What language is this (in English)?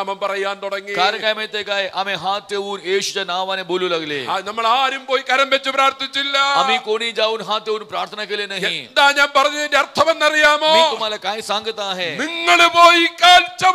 Malayalam